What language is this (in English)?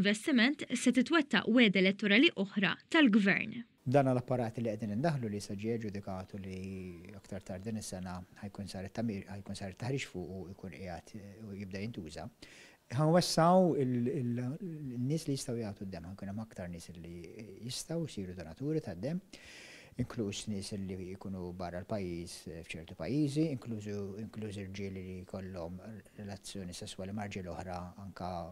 Maltese